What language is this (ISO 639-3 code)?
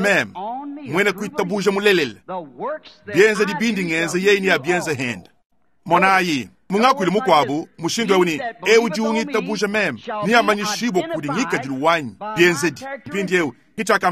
lua